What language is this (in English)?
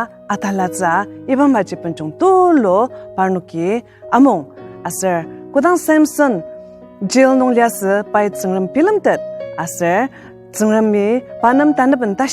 Ao Naga